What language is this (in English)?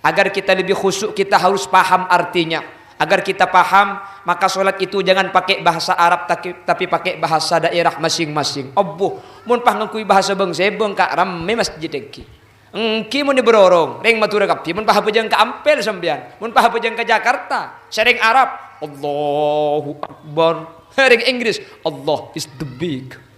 Madurese